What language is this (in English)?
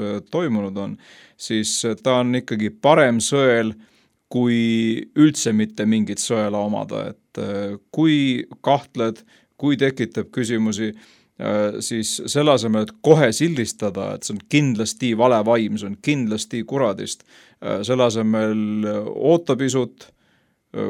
Estonian